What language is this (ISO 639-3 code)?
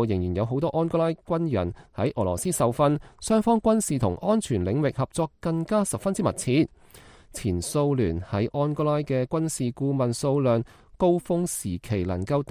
yue